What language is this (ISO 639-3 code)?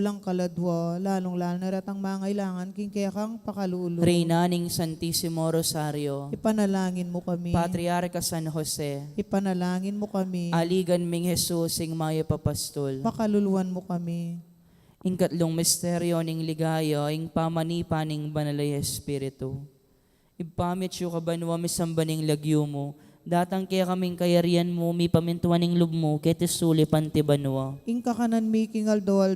pam